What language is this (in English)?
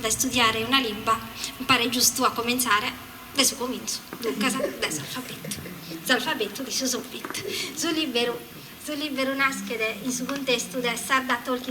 Sardinian